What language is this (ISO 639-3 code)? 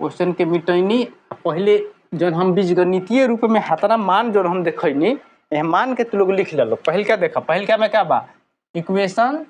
bho